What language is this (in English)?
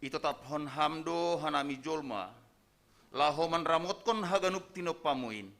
Batak Simalungun